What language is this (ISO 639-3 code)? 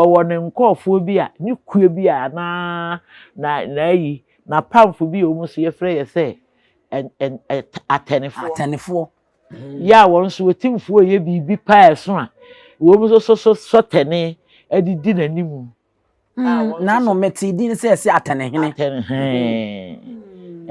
aka